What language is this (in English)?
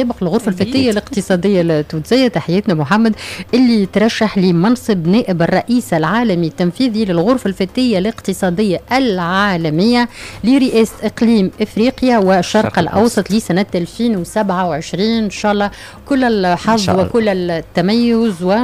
Tunisian Arabic